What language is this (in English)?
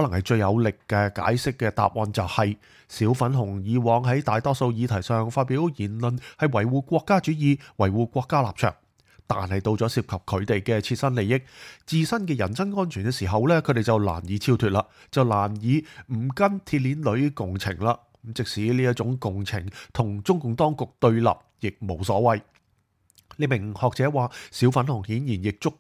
Cantonese